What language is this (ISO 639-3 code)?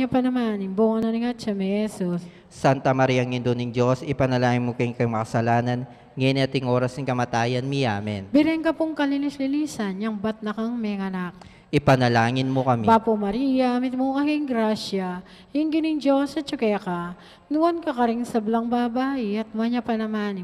pam